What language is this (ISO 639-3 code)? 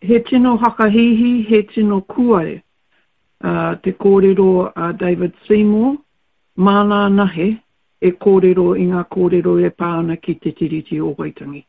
mri